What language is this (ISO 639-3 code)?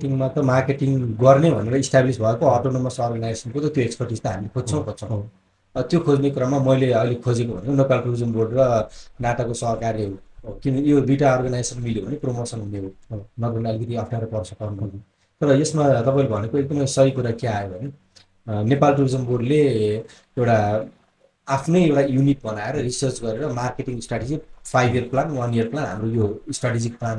nep